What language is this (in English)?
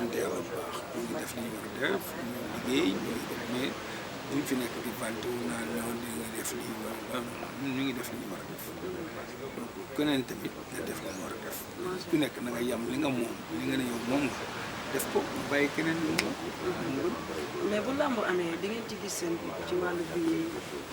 Wolof